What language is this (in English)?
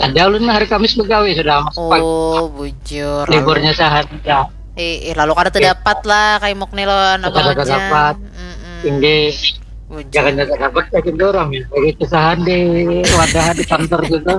Banjar